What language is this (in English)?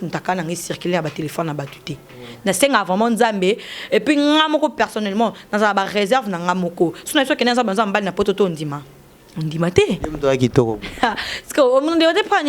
Lingala